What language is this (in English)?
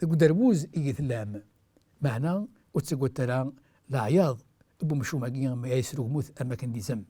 Kabyle